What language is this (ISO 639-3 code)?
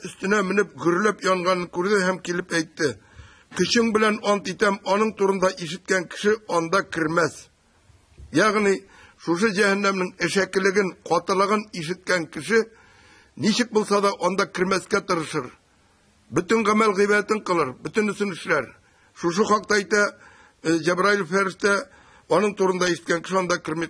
tat